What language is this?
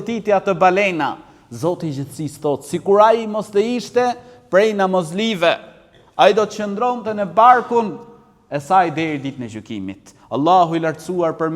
Albanian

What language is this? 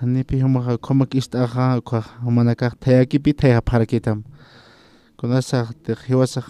Aymara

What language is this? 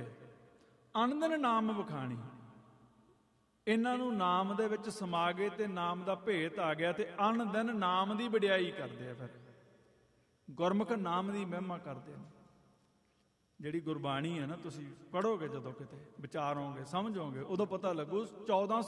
Punjabi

